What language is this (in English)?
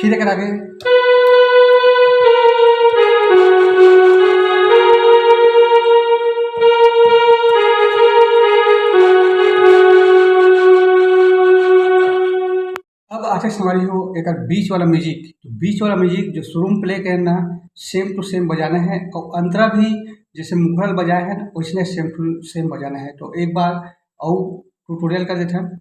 Chhattisgarhi